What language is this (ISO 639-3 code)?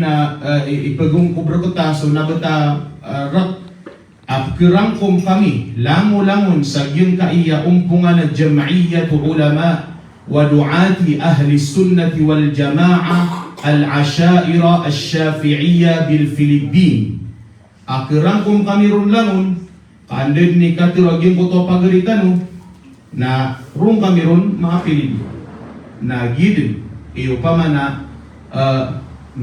mrw